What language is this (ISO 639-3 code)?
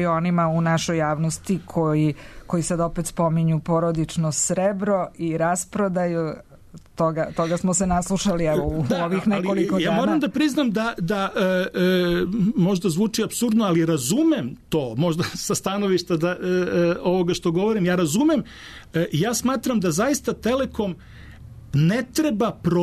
srp